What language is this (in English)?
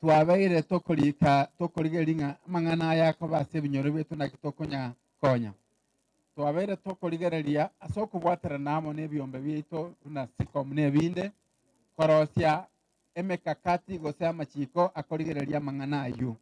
Gusii